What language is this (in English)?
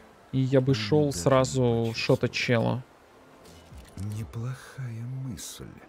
Russian